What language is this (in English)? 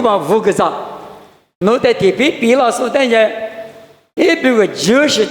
Lisu